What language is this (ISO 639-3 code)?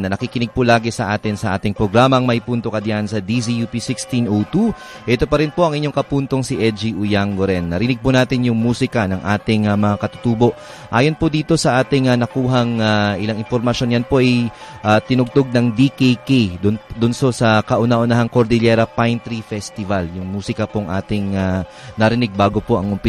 fil